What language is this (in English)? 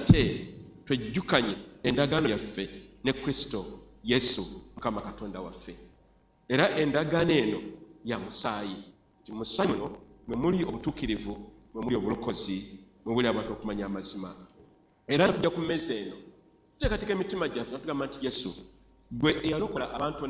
Ganda